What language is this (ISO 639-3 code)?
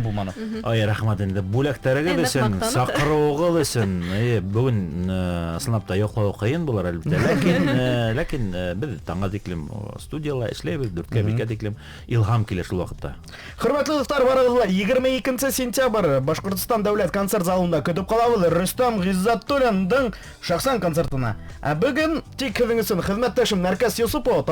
bak